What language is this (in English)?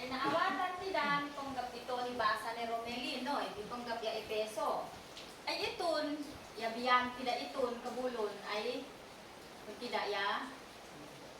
Isnag